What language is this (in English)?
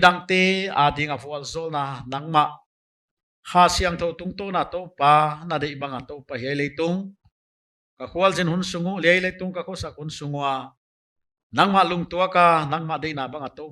Paite Chin